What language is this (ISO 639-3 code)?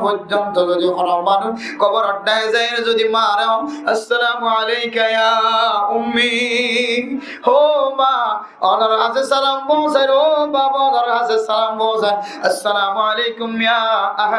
rhg